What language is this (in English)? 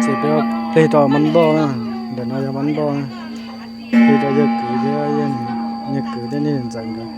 Hmong